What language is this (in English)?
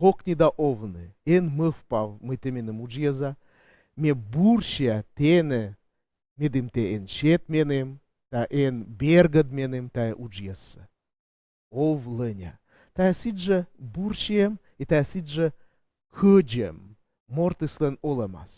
Komi